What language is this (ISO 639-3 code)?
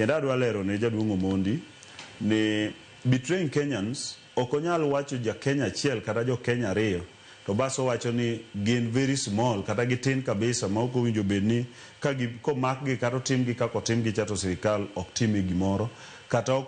luo